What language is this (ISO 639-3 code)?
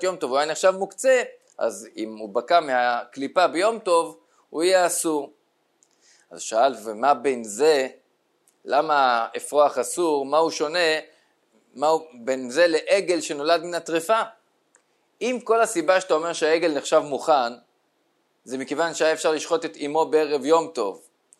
heb